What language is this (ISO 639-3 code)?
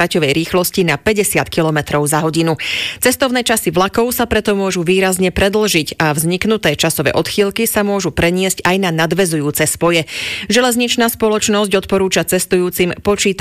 slk